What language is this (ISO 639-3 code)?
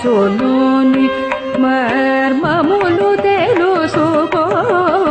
tel